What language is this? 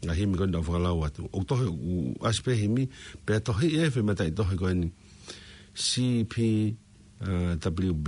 Tongan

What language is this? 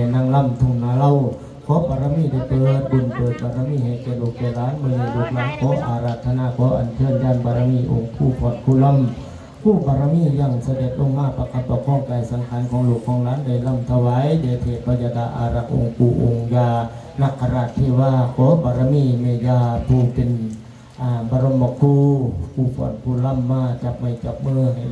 Lao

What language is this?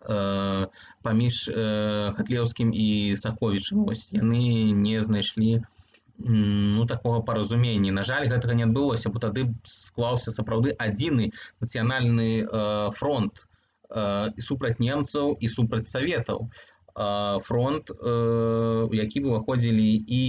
Belarusian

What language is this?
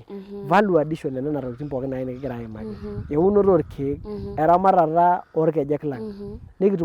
Masai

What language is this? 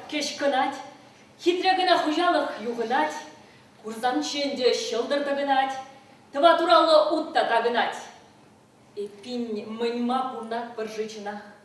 Chuvash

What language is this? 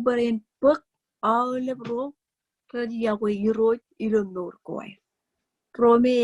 Marshallese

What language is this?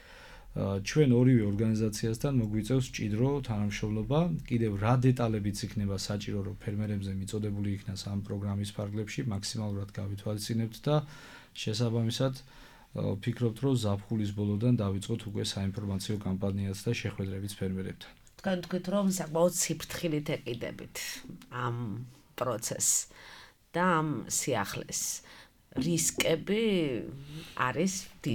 Georgian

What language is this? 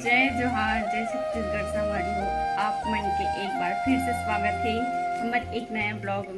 Chhattisgarhi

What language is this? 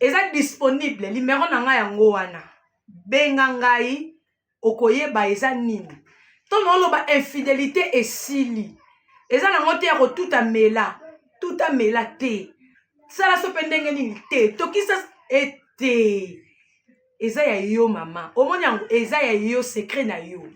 Lingala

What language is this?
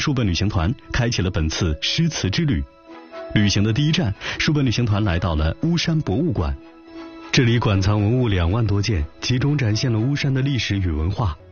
Chinese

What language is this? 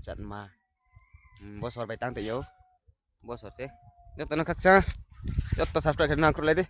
Riang (India)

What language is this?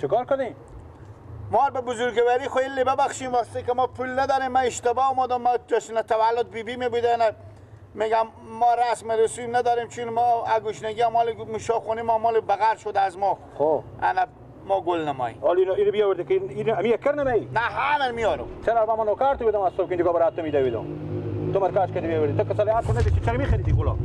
Persian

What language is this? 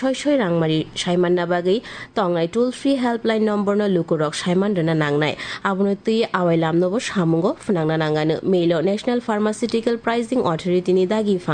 Kok Borok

